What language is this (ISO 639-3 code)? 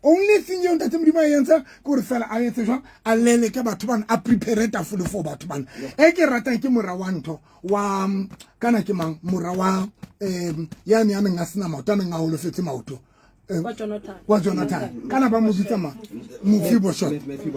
sot